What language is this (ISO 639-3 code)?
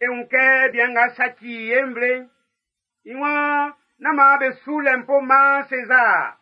bci